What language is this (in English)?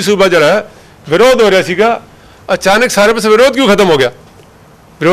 Punjabi